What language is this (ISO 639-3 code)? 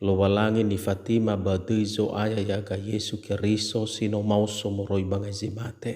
nia